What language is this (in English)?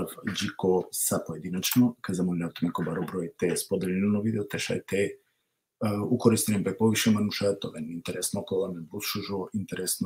Balkan Romani